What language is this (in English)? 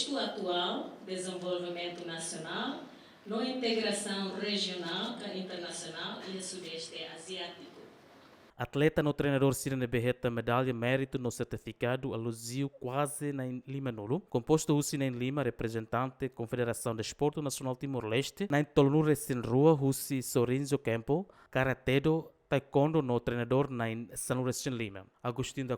Tetum